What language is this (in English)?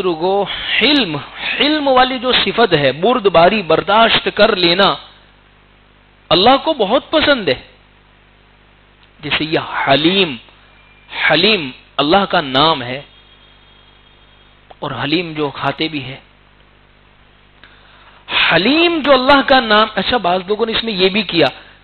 Urdu